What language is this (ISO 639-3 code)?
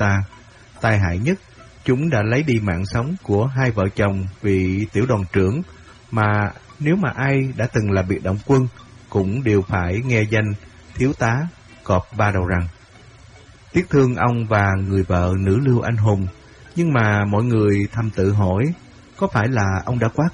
vie